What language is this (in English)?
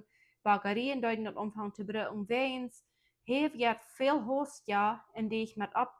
Plautdietsch